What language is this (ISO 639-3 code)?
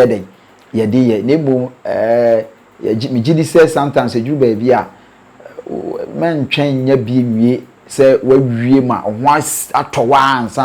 aka